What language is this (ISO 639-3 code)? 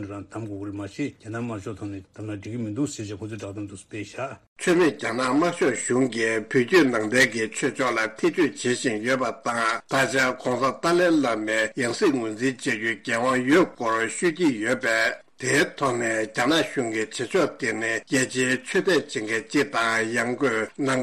bod